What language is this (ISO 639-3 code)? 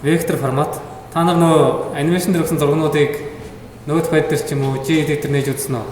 mon